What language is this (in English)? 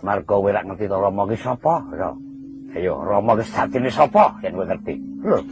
Javanese